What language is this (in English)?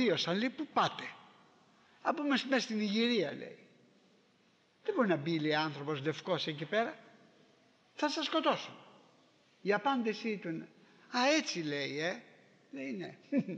Greek